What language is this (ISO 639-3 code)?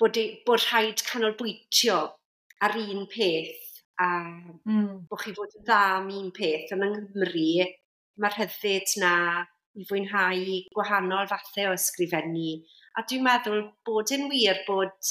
cym